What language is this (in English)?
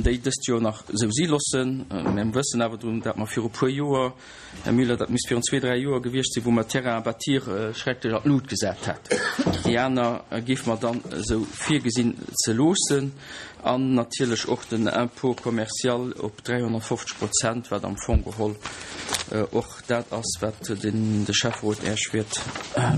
Luxembourgish